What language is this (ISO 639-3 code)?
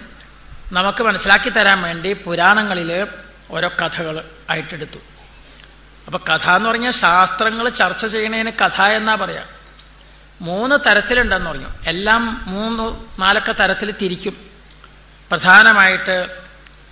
mal